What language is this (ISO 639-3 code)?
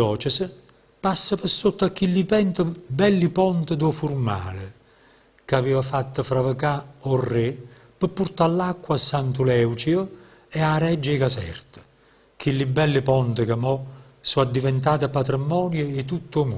nap